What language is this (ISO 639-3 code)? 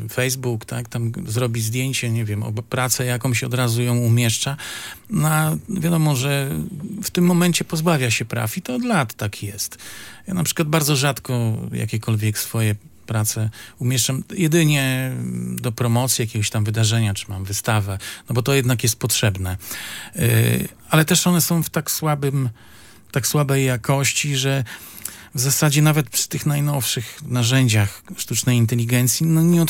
pol